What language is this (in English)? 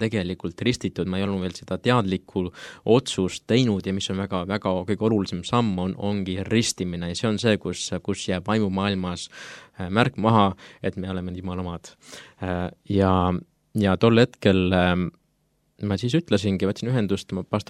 Estonian